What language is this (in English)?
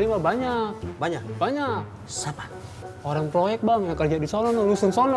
Betawi